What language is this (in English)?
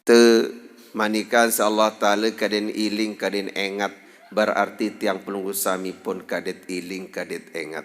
Sasak